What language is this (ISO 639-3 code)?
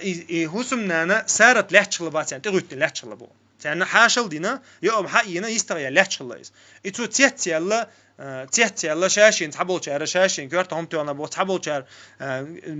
che